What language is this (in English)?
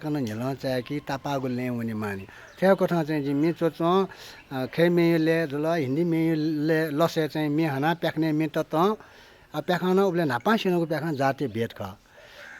Newari